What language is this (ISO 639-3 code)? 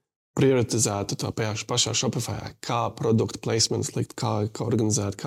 lav